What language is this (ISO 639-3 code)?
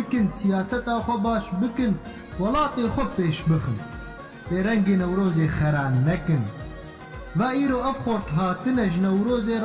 kur